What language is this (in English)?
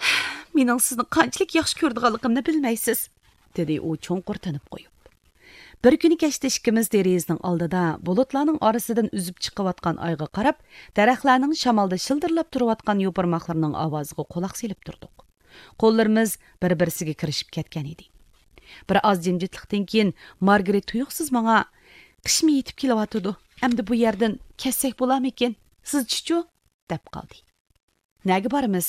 Uyghur